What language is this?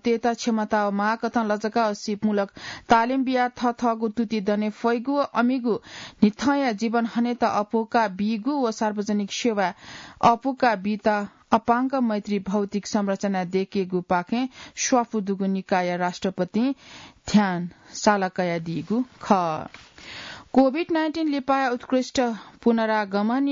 Newari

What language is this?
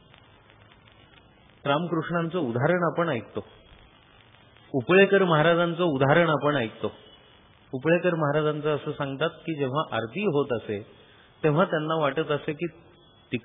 Marathi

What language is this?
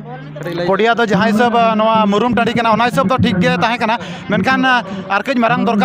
Santali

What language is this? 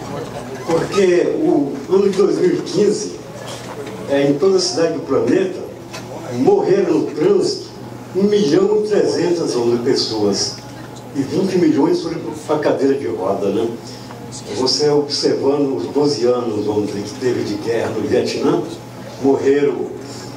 Portuguese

